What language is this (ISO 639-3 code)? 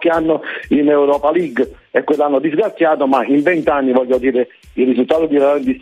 ita